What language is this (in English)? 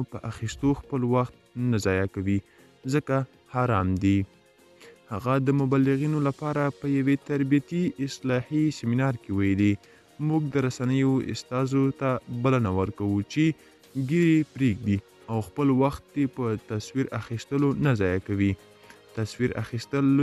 Pashto